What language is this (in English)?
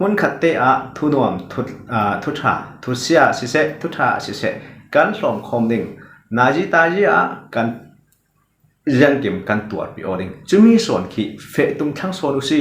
Falam Chin